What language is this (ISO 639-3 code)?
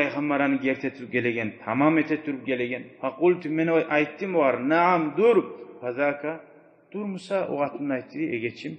kum